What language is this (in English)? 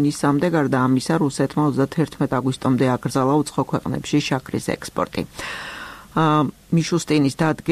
Georgian